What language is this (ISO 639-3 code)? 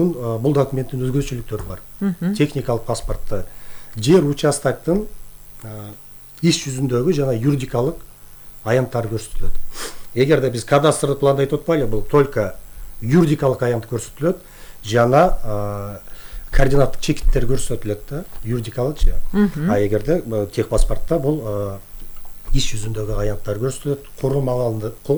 kir